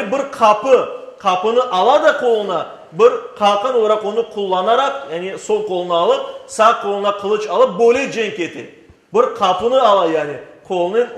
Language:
Crimean Tatar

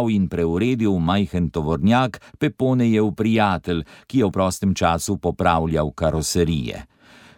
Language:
Slovenian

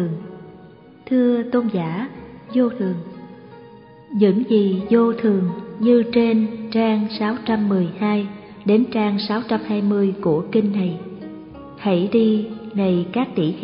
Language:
Vietnamese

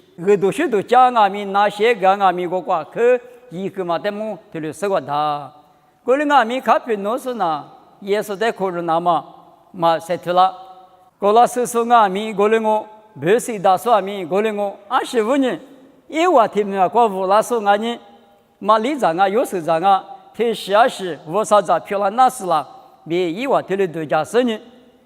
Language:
Lisu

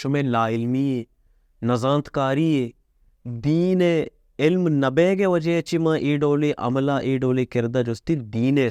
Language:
Baluchi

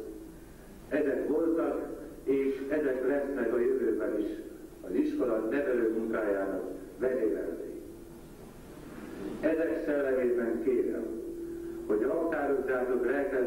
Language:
Hungarian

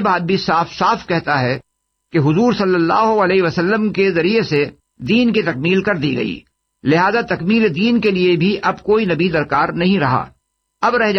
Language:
Urdu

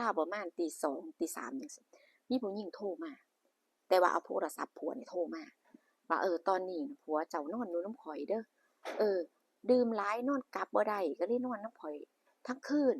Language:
Northeastern Thai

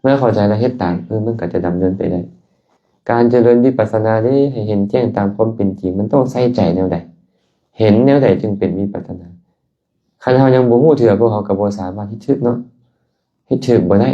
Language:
Lao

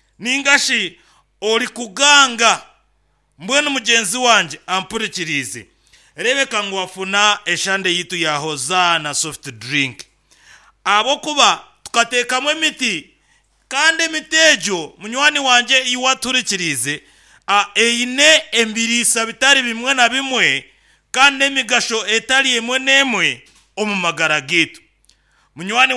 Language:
Nyankole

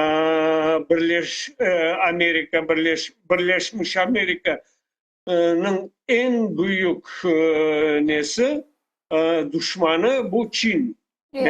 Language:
Crimean Tatar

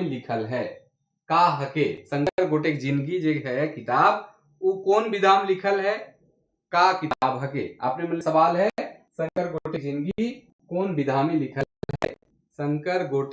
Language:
Sadri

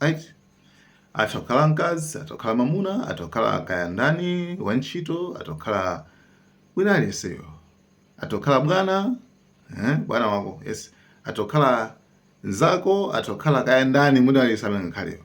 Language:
Nyanja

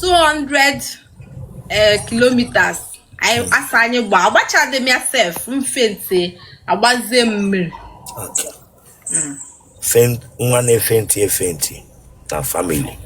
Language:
Igbo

